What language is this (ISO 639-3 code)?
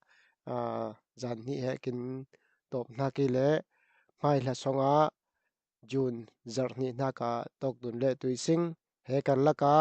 cfm